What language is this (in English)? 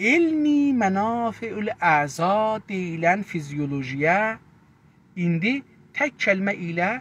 South Azerbaijani